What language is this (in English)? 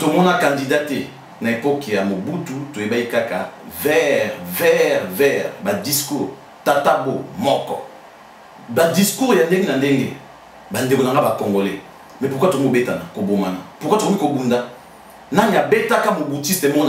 Lingala